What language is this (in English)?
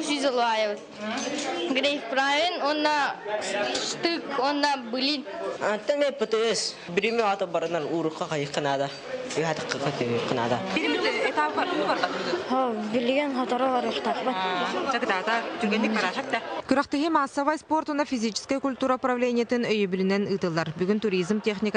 Yakut